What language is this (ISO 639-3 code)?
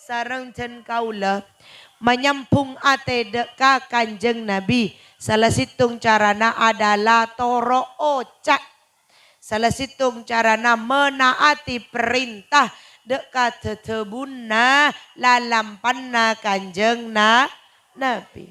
mad